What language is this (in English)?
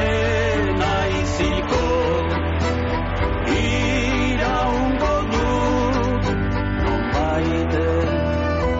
Basque